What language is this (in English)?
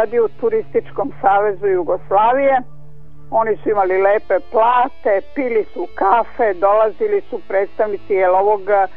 Serbian